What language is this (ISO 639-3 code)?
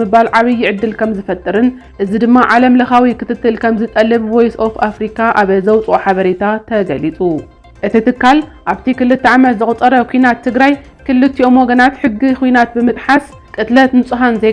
tir